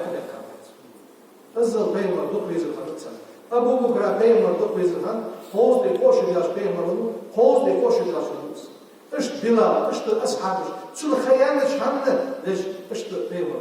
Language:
Ingush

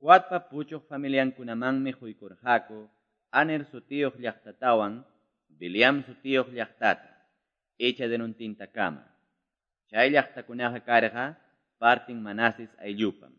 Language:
Quechua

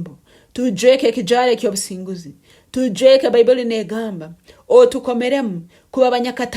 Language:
Nyankole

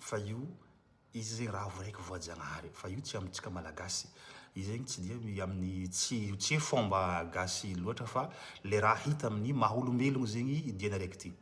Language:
Malagasy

